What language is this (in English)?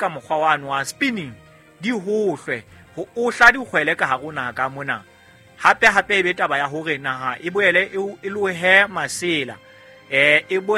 Southern Sotho